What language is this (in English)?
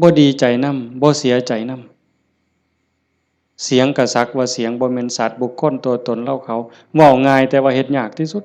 Northeastern Thai